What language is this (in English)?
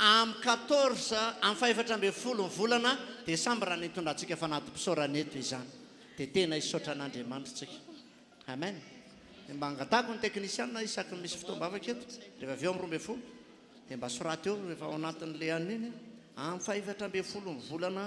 Malagasy